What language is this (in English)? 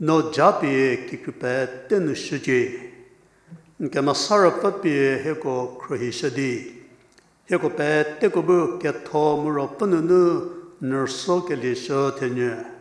Angami Naga